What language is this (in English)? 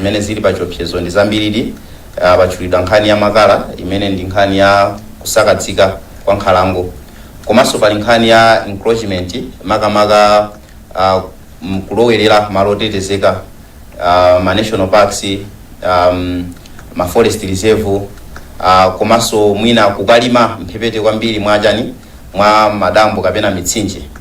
Nyanja